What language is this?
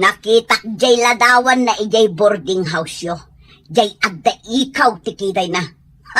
Iloko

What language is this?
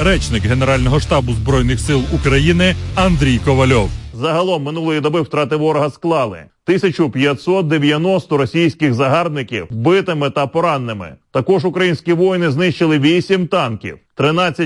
Ukrainian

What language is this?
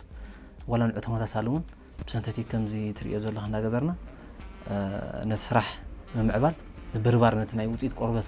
Tigrinya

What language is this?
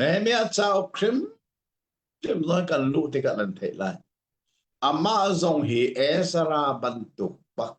Hakha Chin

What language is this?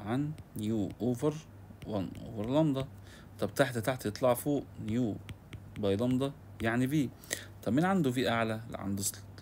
Egyptian Arabic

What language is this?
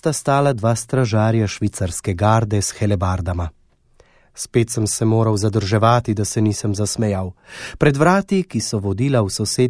Slovenian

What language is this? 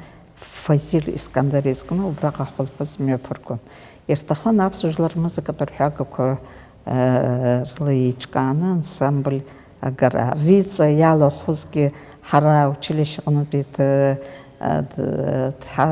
Abkhazian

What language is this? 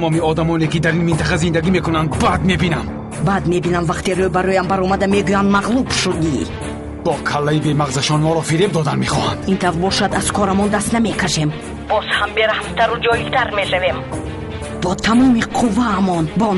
Tajik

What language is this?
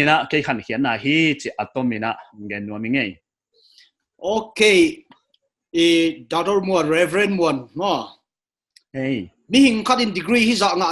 Paite Chin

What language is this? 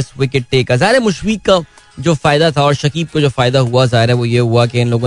Hindi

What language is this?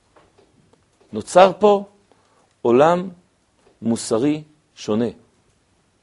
Hebrew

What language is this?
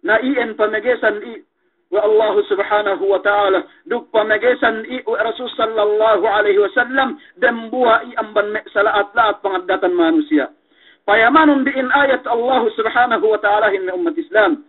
Yakan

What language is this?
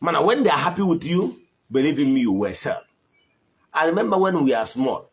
Igbo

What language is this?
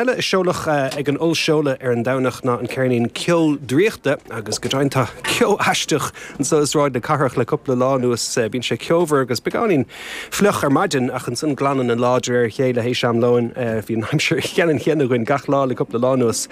Irish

